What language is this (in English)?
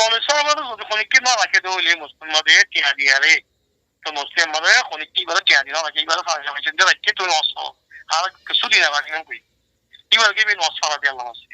Rohingya